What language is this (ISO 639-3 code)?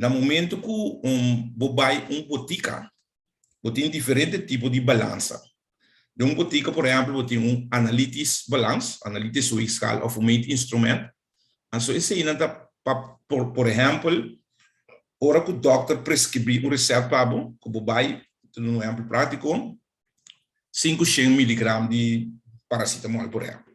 pap